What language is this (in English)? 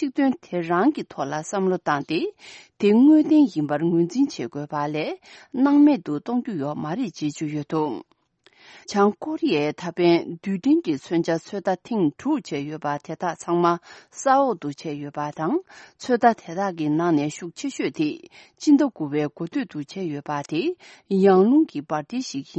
Tibetan